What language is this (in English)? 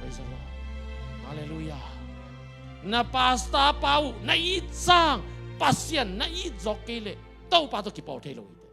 Tedim Chin